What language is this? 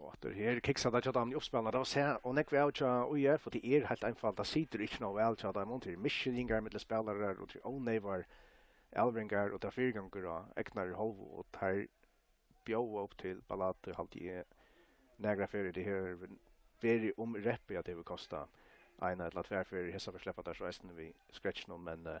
Faroese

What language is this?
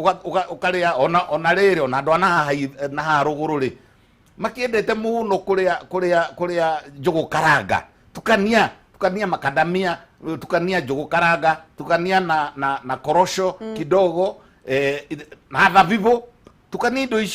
Kikuyu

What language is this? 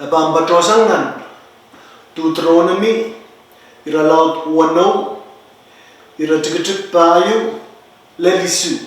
Pohnpeian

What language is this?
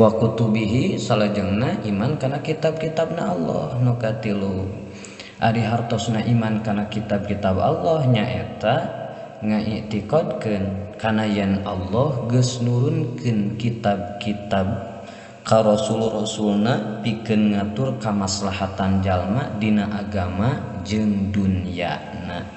Sundanese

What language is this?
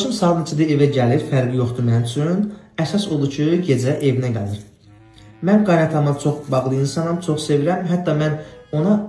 Azerbaijani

